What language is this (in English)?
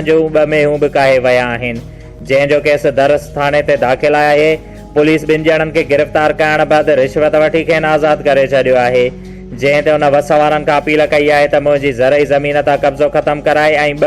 Sindhi